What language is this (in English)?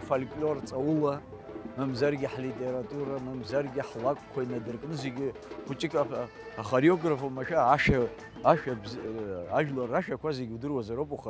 Abkhazian